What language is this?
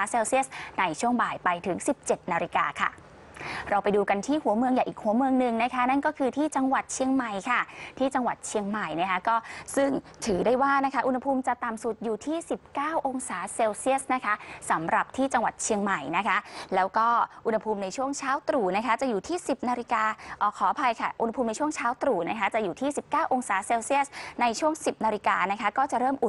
Thai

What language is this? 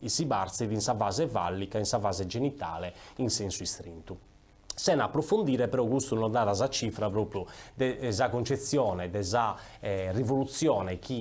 Sardinian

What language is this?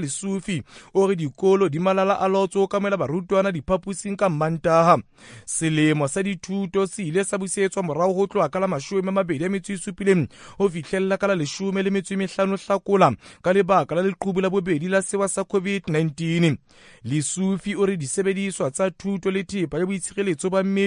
Southern Sotho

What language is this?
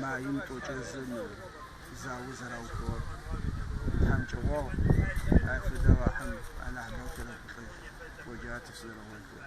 Adyghe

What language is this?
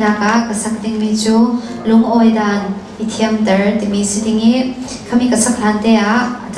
Hakha Chin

